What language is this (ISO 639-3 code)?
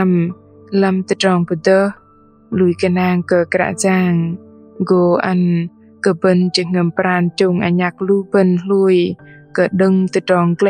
bdq